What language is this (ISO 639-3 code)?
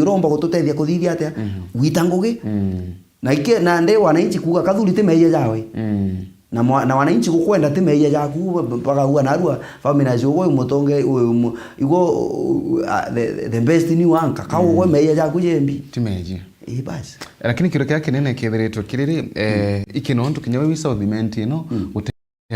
mer